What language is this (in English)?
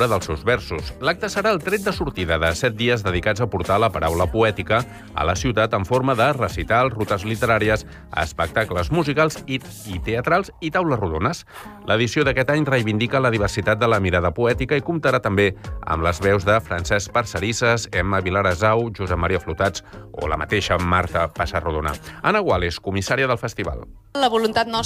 Catalan